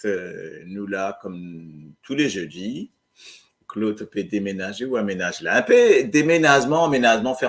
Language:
Morisyen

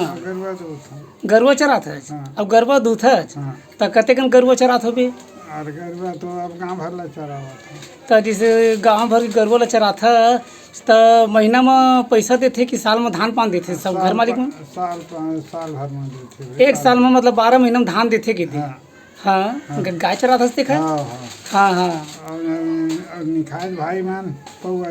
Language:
Chhattisgarhi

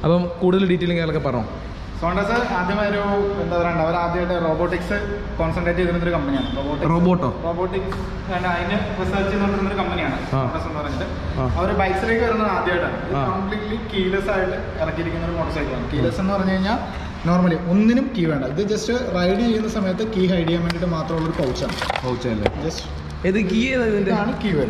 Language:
Malayalam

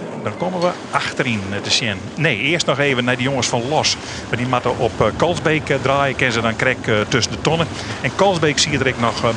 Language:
Western Frisian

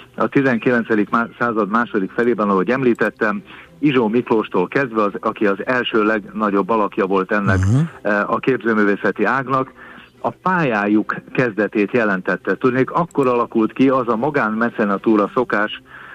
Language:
Hungarian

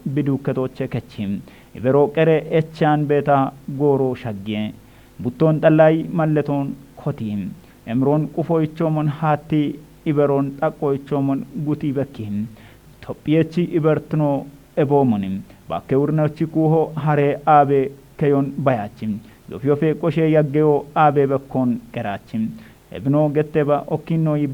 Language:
Kafa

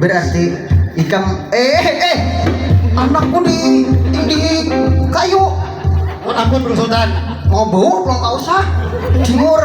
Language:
Banjar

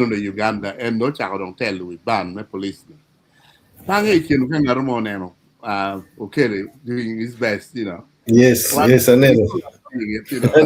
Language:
Acoli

